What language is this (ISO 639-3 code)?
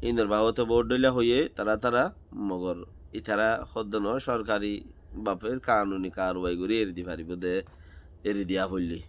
rhg